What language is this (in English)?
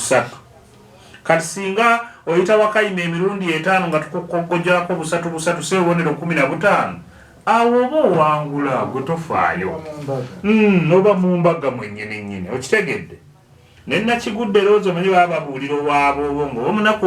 Ganda